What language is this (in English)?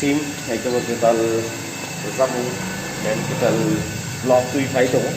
Kok Borok